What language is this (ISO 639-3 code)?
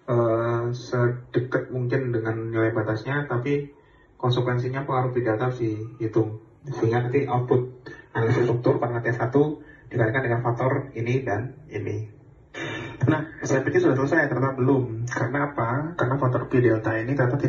ind